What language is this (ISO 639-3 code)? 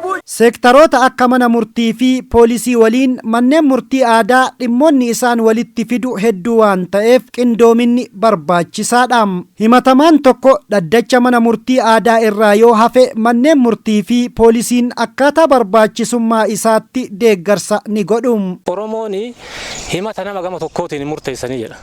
orm